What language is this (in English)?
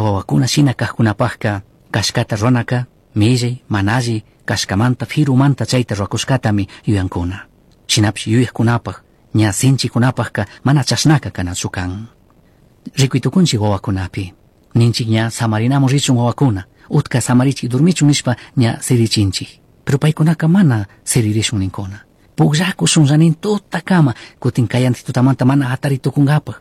Chimborazo Highland Quichua